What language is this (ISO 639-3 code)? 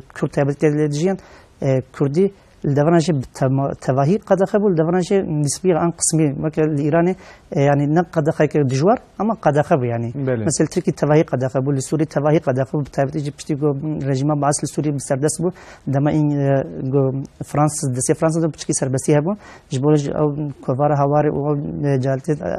kur